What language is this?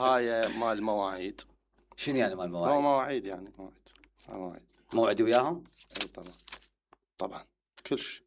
Mesopotamian Arabic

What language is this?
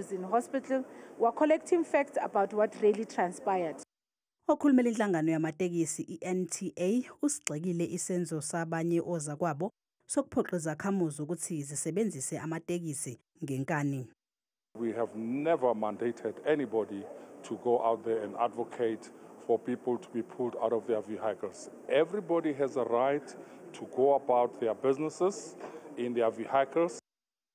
Zulu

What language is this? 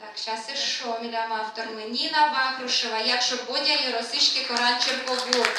Udmurt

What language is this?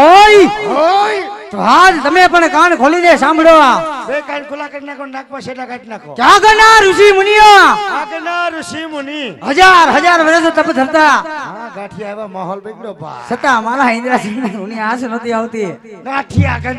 Gujarati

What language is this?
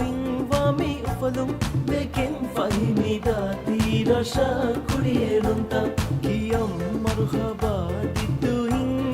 Divehi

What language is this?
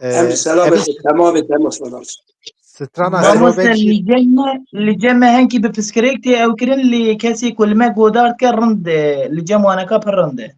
Kurdish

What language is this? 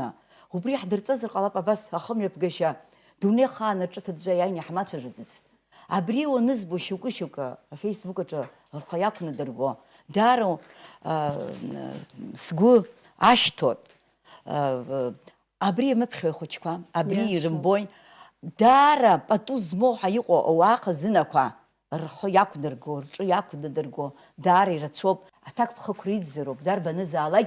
Abkhazian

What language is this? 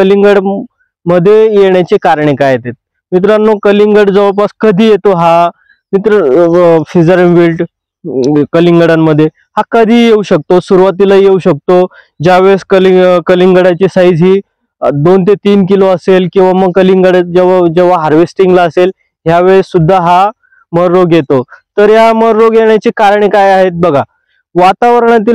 Marathi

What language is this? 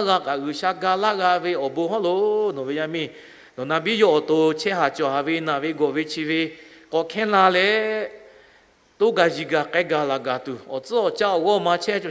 Lahu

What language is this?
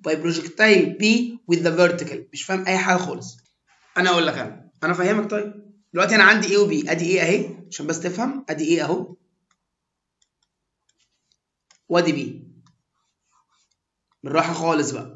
Egyptian Arabic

